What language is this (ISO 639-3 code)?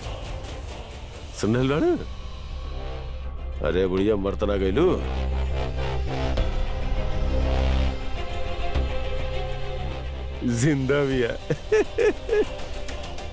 bho